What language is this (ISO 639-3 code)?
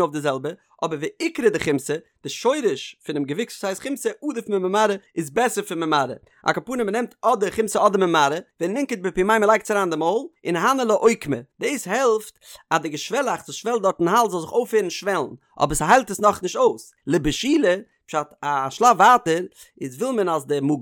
yid